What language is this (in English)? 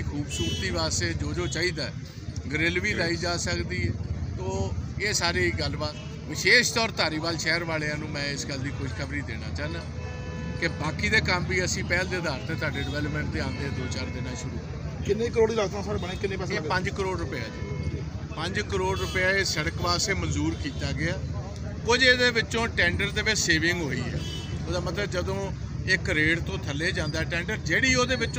Punjabi